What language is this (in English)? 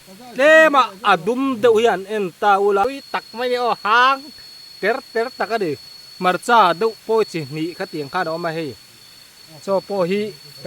Mizo